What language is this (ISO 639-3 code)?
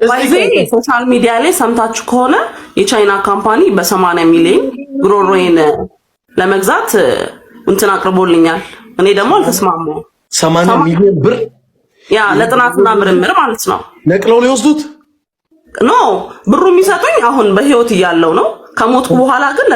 amh